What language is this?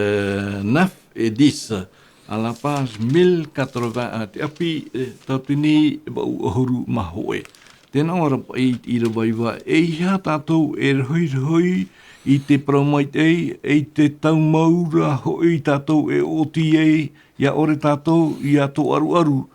Tahitian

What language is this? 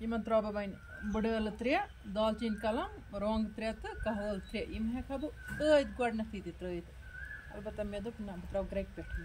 Kashmiri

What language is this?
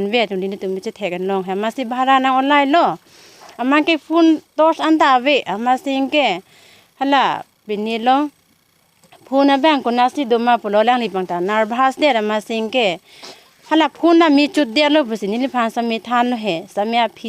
Karbi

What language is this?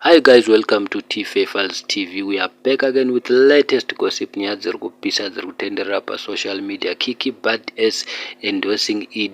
Shona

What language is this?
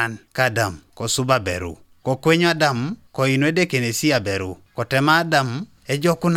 Teso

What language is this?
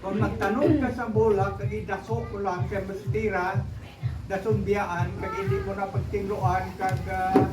Hiligaynon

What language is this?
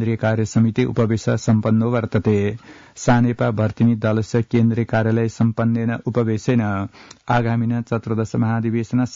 Sanskrit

